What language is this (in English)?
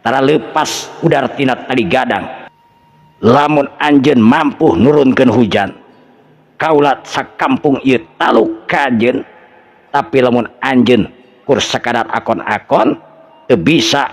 Sundanese